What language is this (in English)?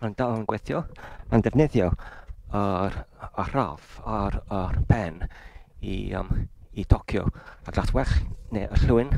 Welsh